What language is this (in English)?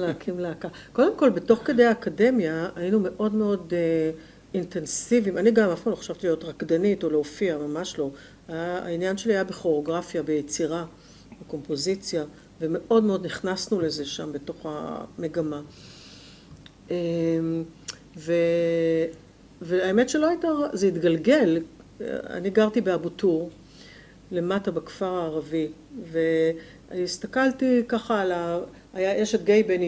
Hebrew